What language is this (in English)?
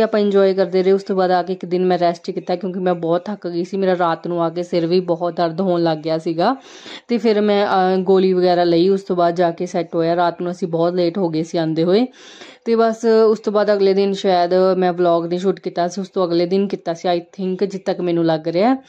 Punjabi